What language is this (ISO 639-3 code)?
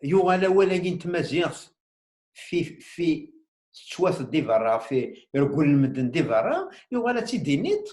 kab